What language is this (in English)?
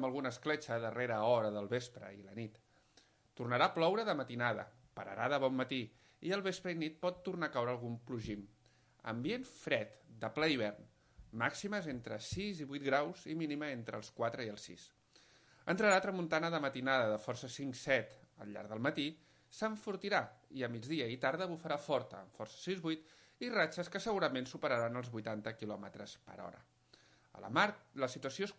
Catalan